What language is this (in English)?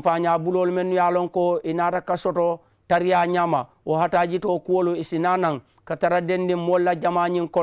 Mandingo